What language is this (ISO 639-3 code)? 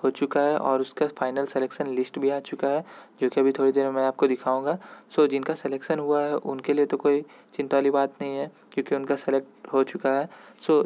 hin